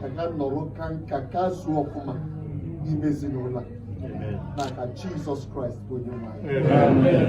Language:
Igbo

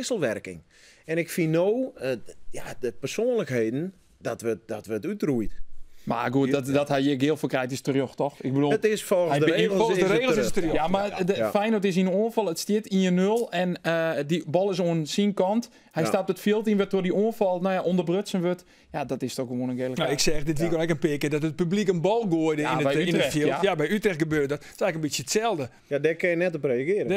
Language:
Western Frisian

